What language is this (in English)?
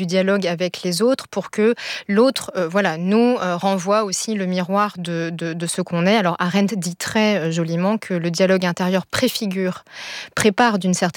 French